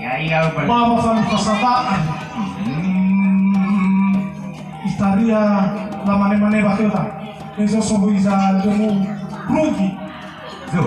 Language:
Nias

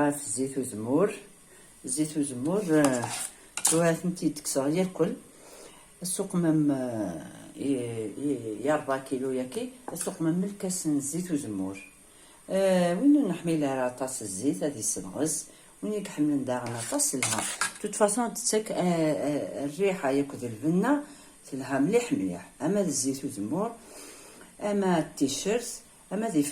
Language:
Kabyle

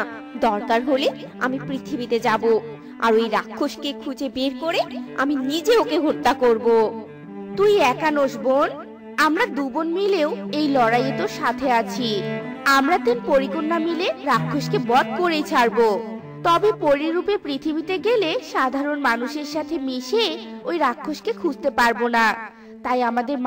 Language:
Bangla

